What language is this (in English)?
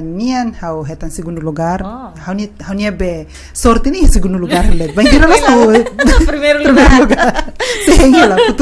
Tetum